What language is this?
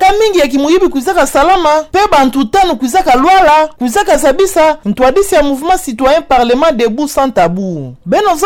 Kituba (Democratic Republic of Congo)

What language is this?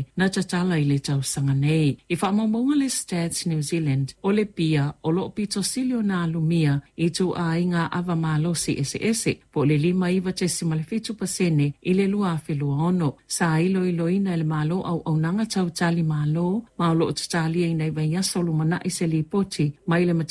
Samoan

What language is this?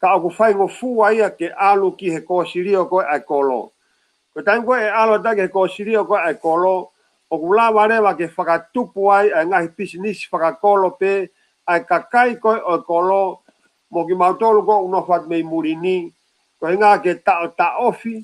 Tongan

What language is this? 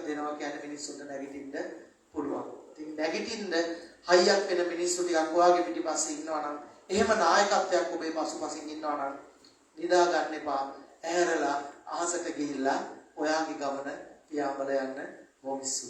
Sinhala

